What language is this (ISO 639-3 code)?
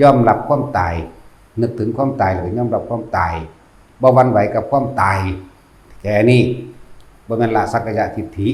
tts